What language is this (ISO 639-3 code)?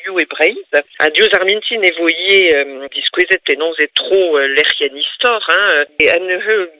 bre